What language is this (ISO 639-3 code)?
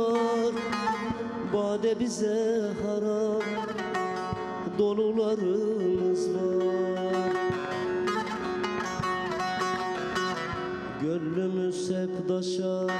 tur